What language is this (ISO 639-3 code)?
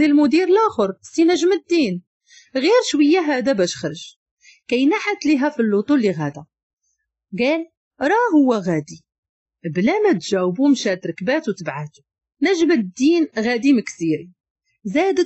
ary